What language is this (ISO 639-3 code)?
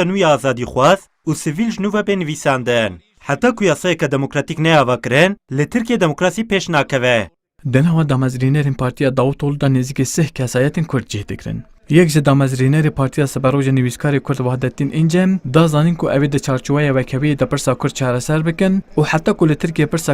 kur